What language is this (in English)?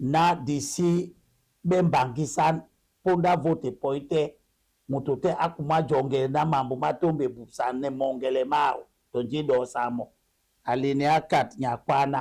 Duala